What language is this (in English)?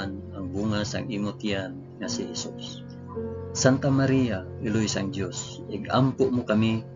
Hiligaynon